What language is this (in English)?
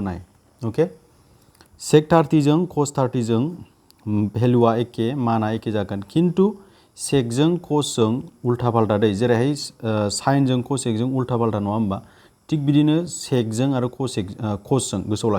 Bodo